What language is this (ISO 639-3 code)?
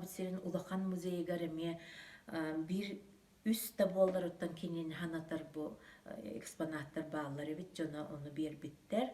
sah